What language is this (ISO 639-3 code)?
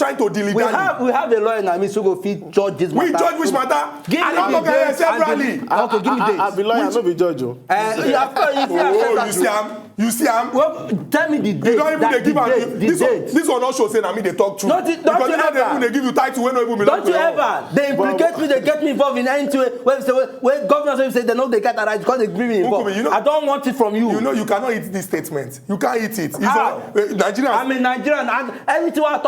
pcm